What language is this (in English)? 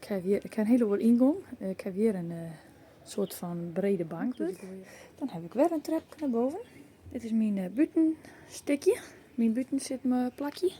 Western Frisian